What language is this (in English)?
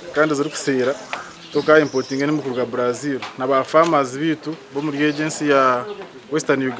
Nyankole